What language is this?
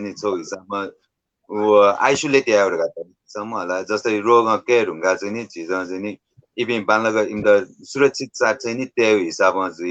Newari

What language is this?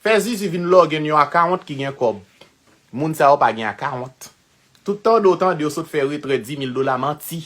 Haitian Creole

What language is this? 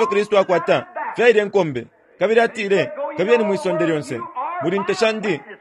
Bemba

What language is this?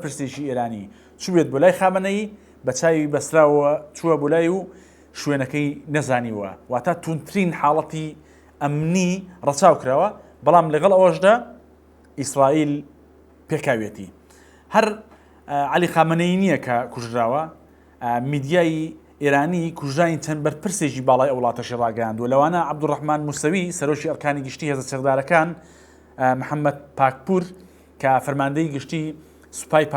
Central Kurdish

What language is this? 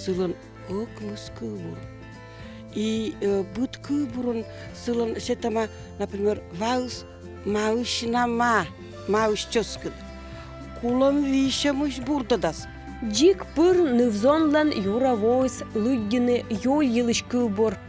Komi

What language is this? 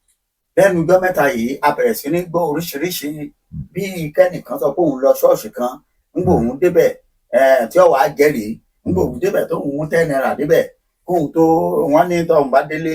Yoruba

